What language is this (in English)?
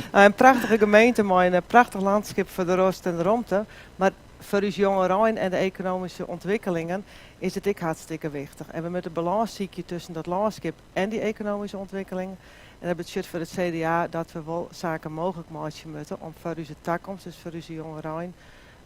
Western Frisian